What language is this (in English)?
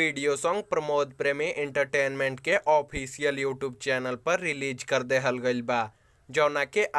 Bhojpuri